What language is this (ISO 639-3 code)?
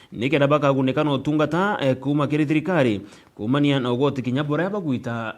mer